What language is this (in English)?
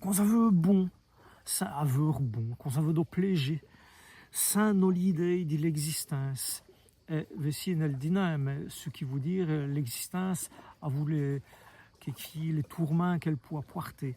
Walloon